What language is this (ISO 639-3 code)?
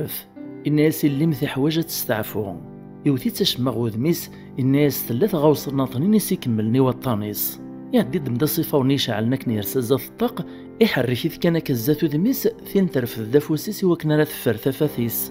kab